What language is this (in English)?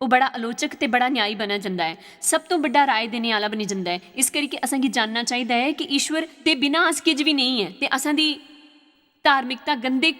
Dogri